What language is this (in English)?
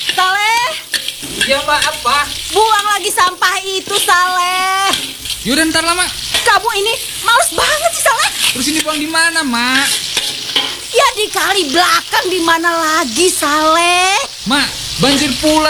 Indonesian